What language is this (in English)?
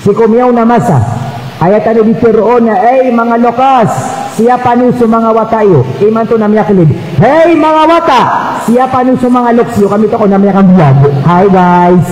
Maranao